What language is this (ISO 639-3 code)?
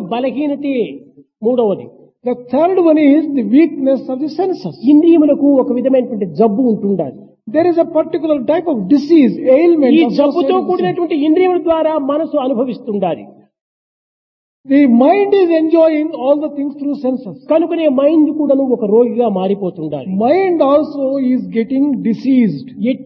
tel